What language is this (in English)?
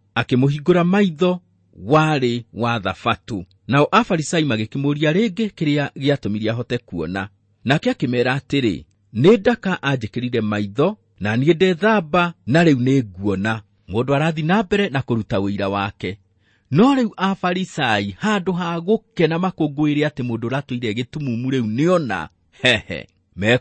Kikuyu